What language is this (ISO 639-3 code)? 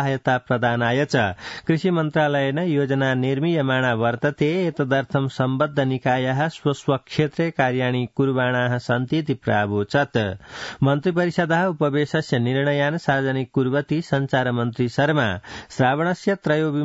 san